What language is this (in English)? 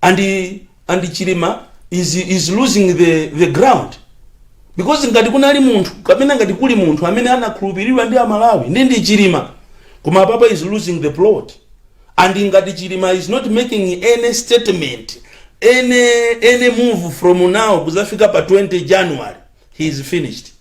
Nyanja